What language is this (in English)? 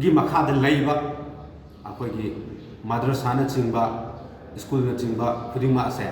Manipuri